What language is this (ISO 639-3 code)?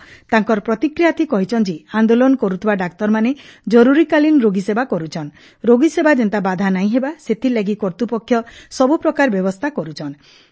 ori